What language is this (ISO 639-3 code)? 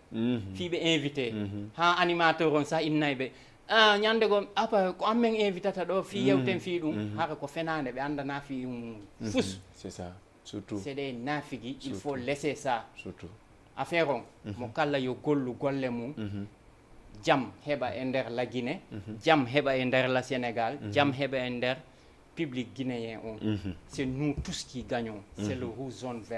ful